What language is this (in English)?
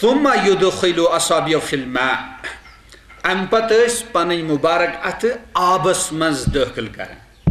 Kashmiri